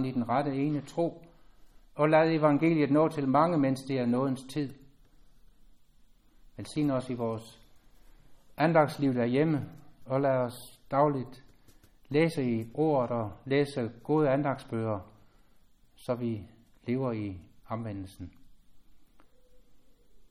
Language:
Danish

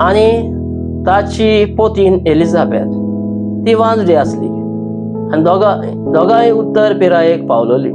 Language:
Konkani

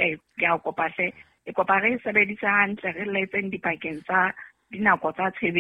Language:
Southern Sotho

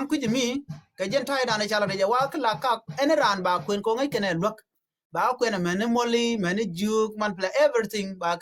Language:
Nuer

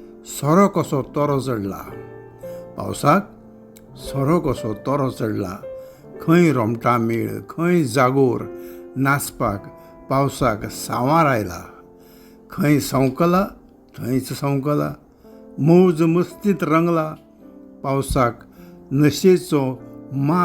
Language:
Konkani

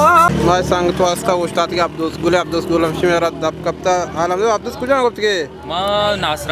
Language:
Baluchi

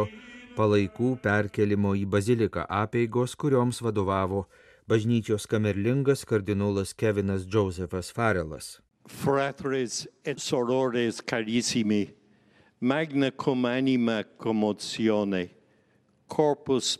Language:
Lithuanian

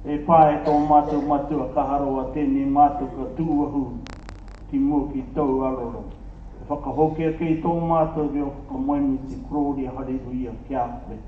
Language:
Māori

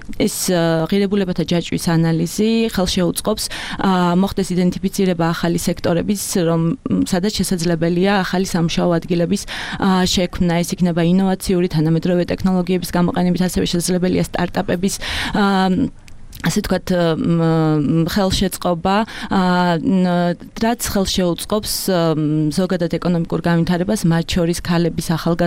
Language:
Georgian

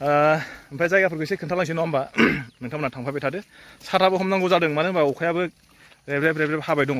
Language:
Bodo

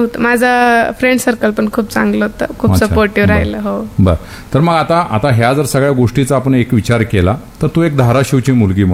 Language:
Marathi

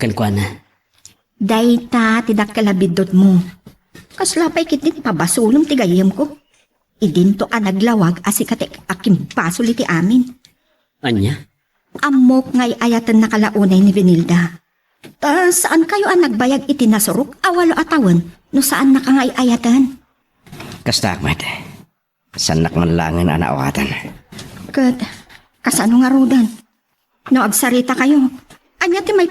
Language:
Iloko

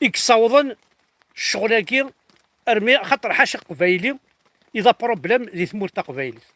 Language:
Kabyle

